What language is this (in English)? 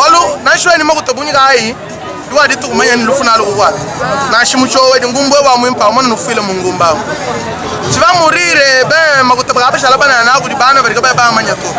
Luba-Lulua